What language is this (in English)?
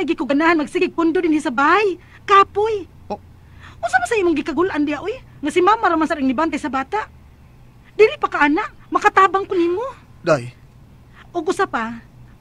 Cebuano